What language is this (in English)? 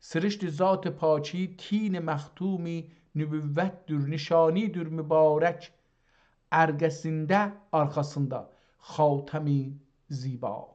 South Azerbaijani